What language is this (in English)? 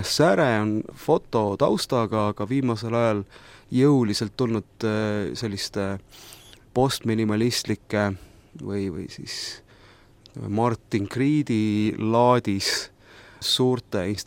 Estonian